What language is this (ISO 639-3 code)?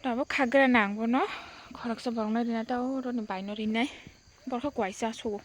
trp